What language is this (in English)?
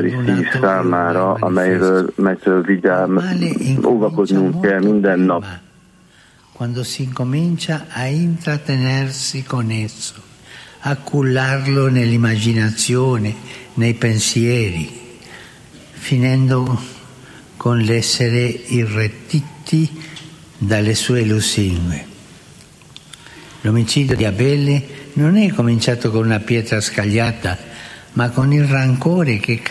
Hungarian